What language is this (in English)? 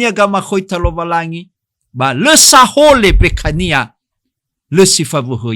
Nias